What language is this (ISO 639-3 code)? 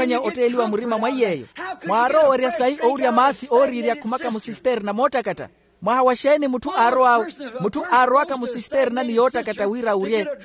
vmw